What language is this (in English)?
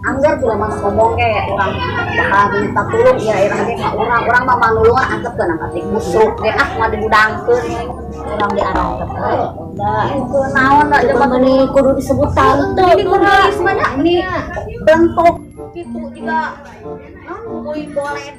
Sundanese